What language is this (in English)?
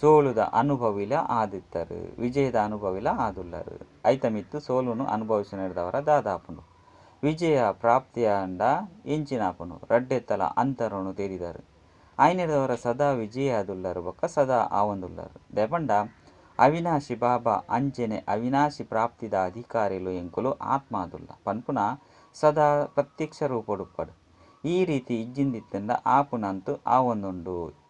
Tulu